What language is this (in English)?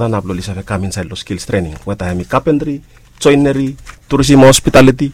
Bislama